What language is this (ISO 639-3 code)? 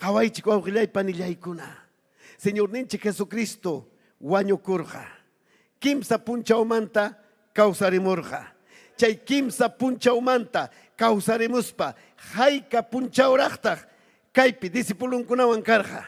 quy